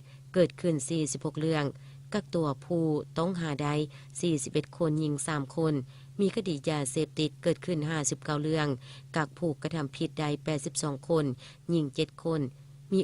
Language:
Lao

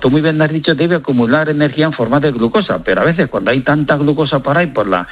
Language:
Spanish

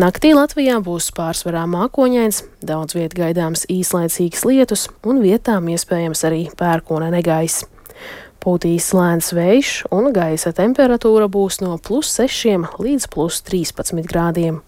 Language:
Latvian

